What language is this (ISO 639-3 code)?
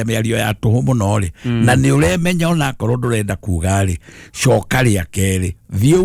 kik